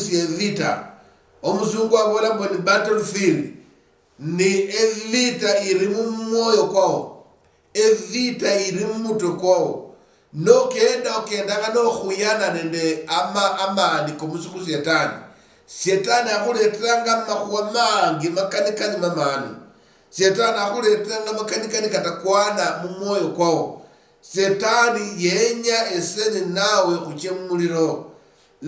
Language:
Luyia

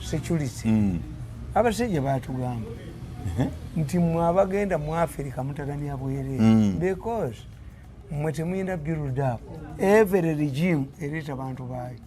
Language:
Ganda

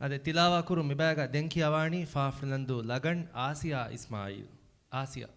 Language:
Divehi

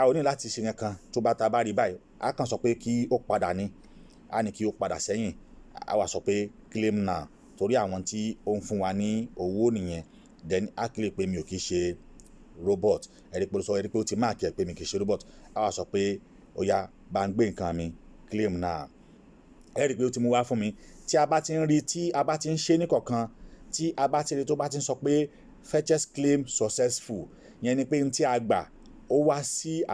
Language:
Yoruba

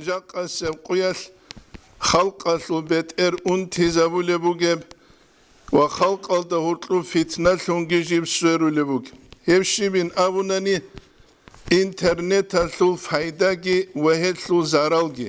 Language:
Avaric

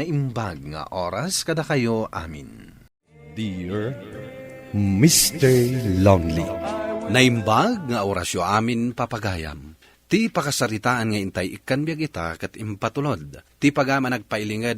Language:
Iloko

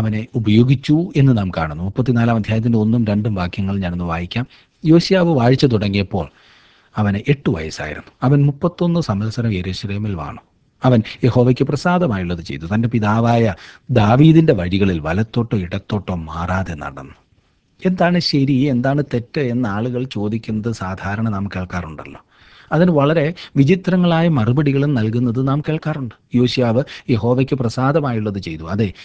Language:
Malayalam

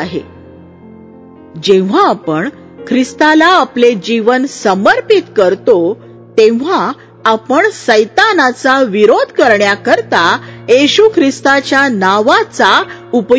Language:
Marathi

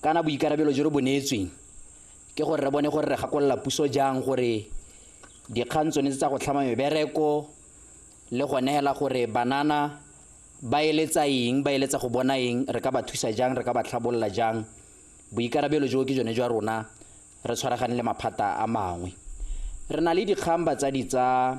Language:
Tswana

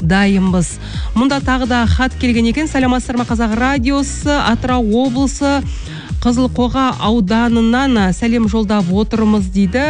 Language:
Kazakh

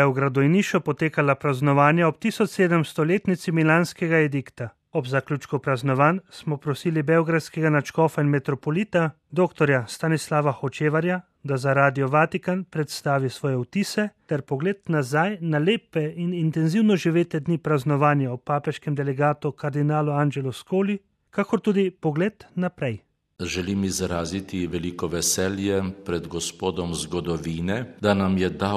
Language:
Slovenian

